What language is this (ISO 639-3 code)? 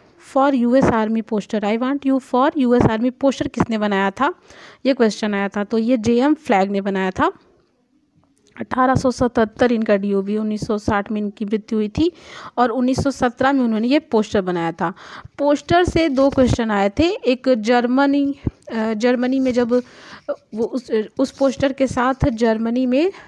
hin